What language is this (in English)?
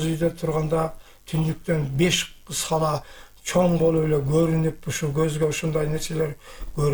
Kyrgyz